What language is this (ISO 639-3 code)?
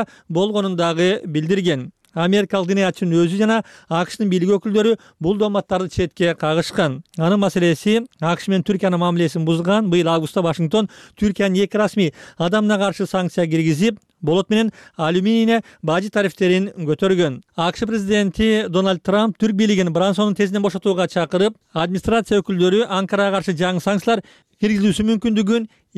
kir